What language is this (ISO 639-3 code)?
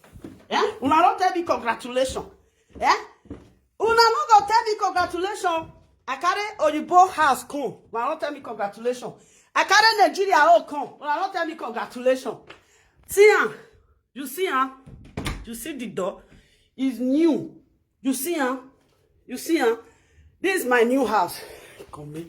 pcm